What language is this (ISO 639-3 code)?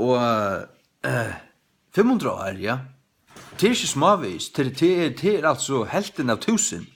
fao